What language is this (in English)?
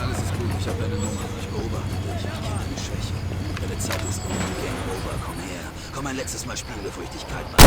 Bavarian